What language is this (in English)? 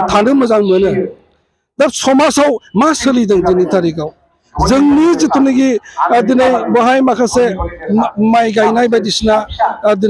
Bodo